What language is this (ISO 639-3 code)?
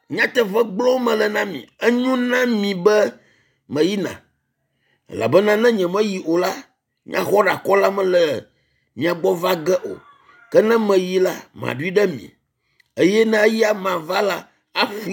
ewe